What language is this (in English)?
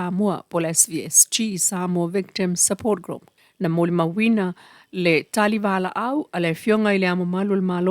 Samoan